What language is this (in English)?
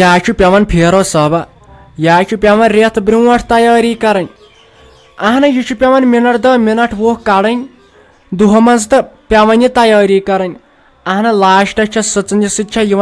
Kashmiri